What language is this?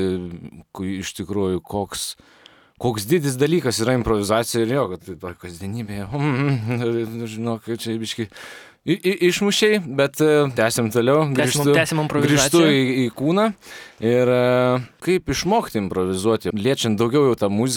Lithuanian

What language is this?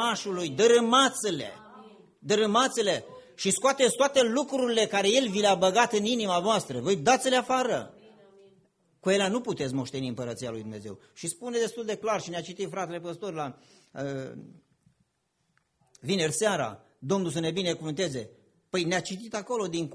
Romanian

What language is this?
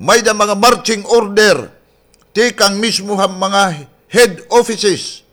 Waray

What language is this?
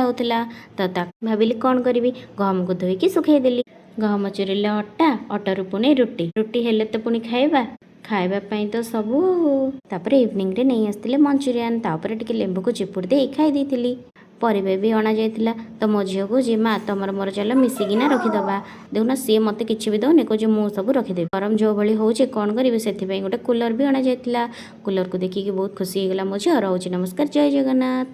Odia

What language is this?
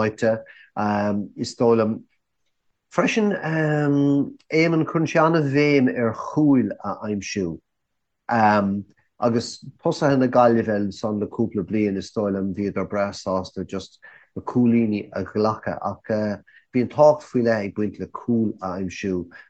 Irish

